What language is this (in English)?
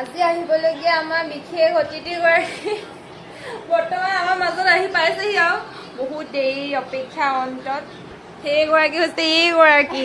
Assamese